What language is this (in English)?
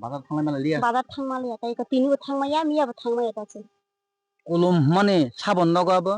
Kok Borok